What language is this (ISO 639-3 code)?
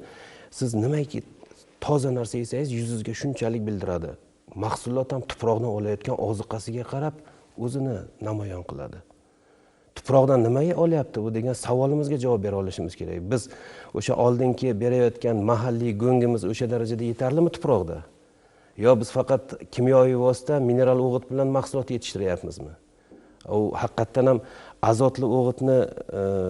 uzb